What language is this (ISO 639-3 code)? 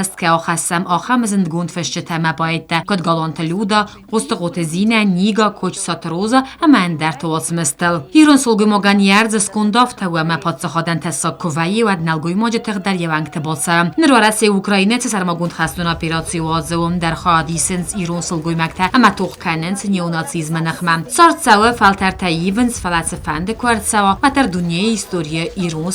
oss